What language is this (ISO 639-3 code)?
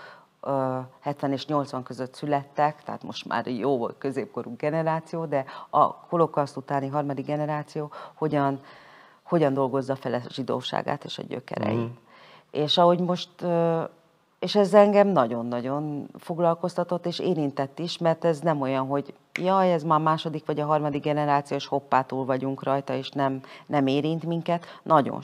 hun